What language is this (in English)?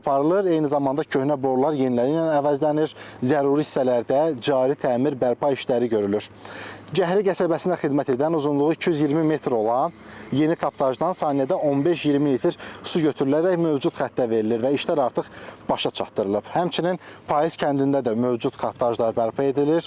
Azerbaijani